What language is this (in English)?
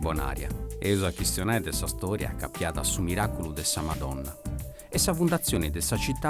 Sardinian